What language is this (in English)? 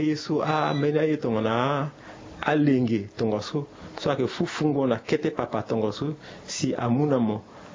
Sango